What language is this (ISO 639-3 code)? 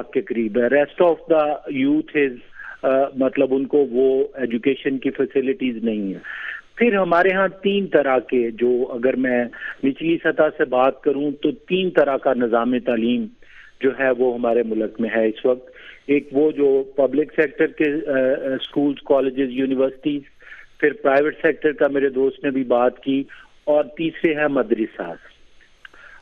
urd